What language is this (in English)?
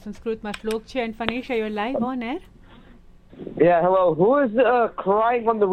Gujarati